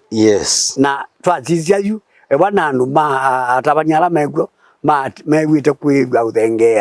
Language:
Kamba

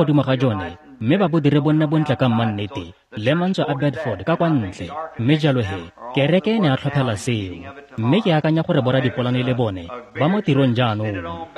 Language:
Tswana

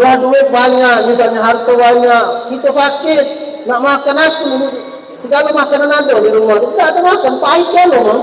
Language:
Musi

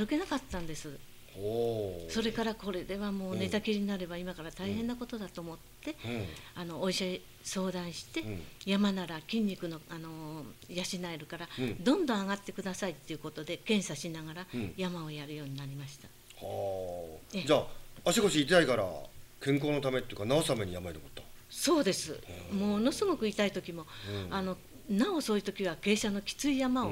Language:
Japanese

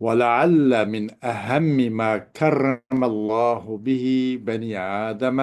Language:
Uyghur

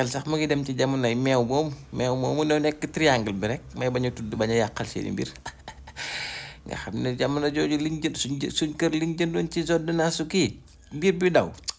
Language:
Wolof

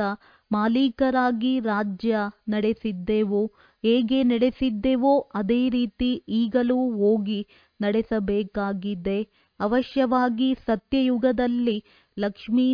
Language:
Kannada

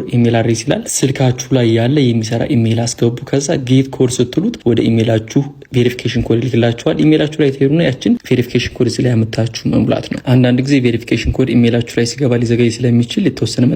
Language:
Amharic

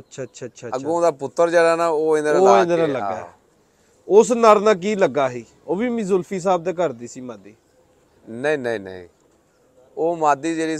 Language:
Punjabi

